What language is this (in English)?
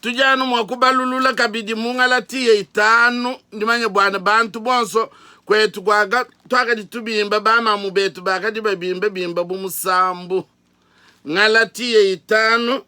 Luba-Lulua